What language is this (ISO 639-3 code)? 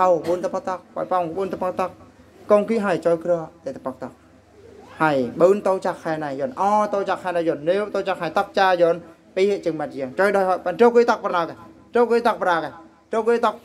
bru